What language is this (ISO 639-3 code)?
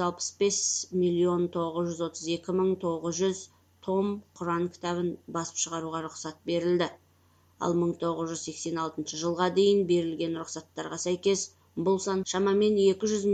kaz